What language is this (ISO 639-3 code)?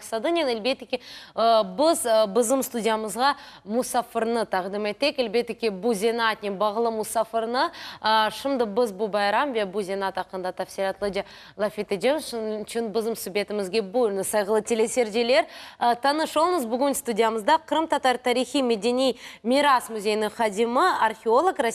crh